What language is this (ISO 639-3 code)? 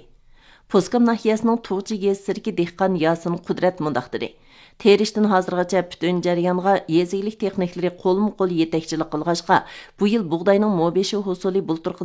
uig